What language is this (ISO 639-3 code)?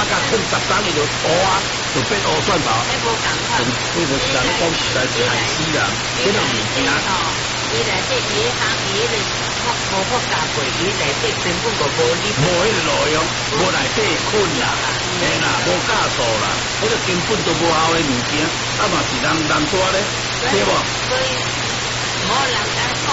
nan